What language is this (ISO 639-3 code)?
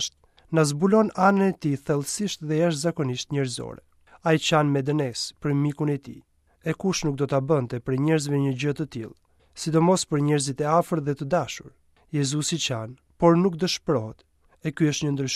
sqi